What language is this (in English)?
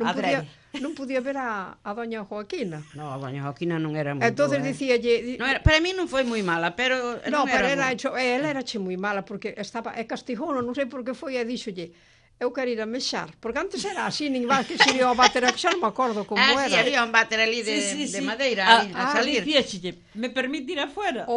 Galician